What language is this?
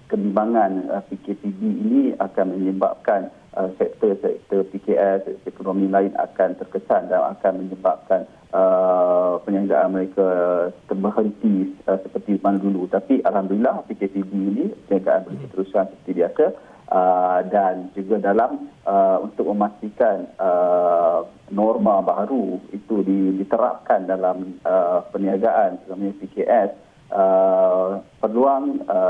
Malay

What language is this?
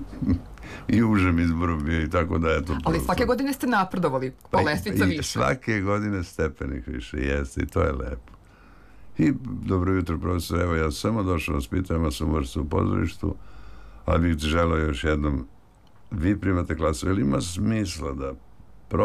Serbian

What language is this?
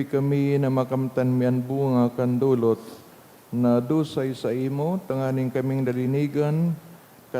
Bikol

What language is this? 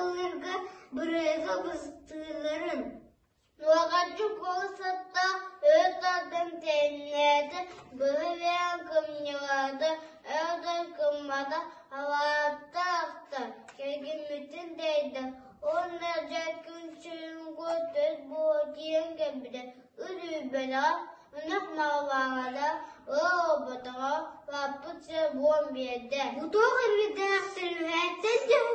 Yakut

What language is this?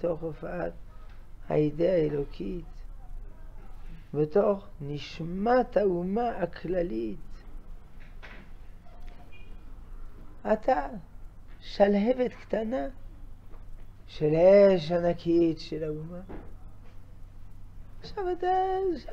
Hebrew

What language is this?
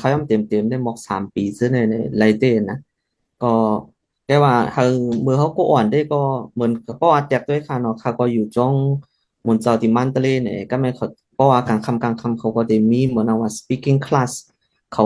Shan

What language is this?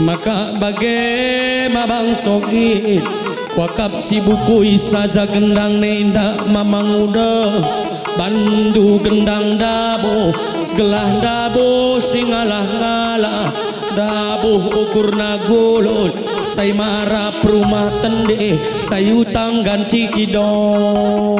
Batak Karo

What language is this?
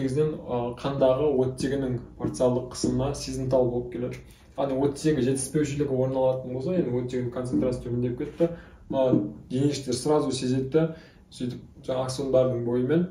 Kazakh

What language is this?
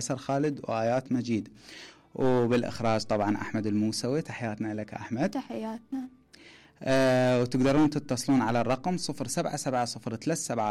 Mesopotamian Arabic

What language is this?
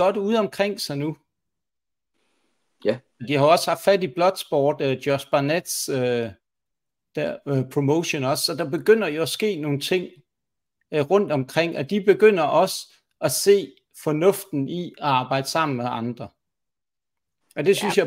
Danish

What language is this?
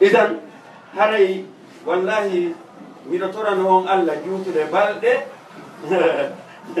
Fula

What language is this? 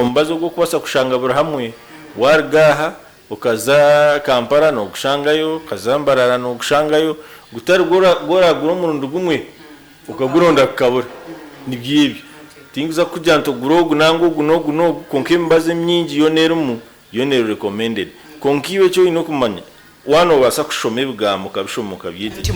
Nyankole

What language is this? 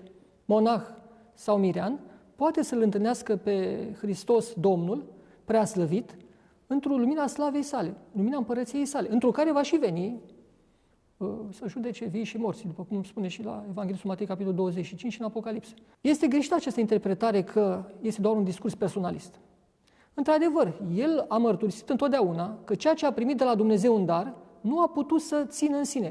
Romanian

